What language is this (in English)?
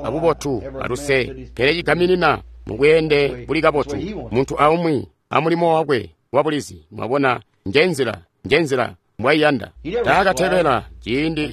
Tonga (Zambia)